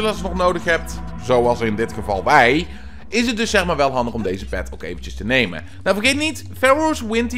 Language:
Dutch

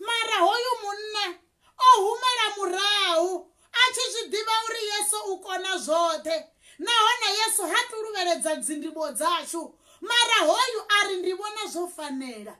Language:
Venda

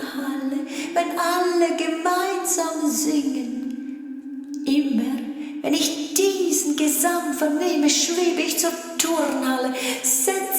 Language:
Swiss German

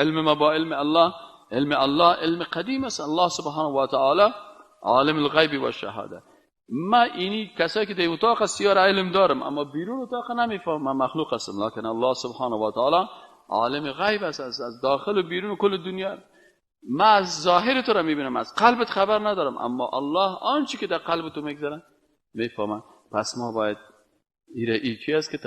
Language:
Persian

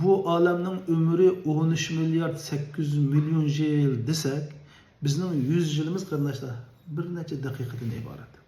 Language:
Uyghur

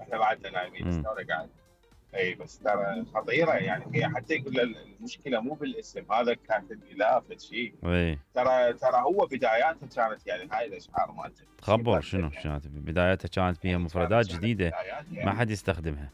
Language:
Mesopotamian Arabic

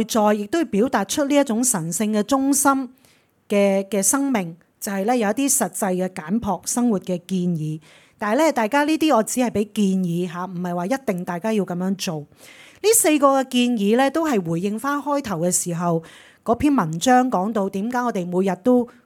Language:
Cantonese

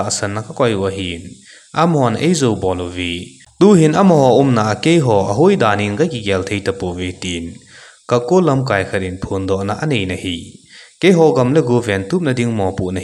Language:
Thado Chin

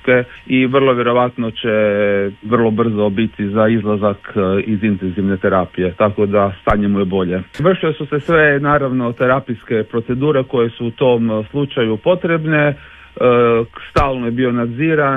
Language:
Croatian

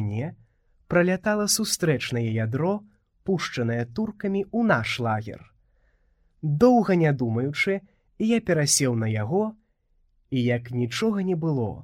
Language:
Belarusian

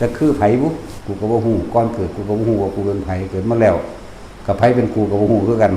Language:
Northeastern Thai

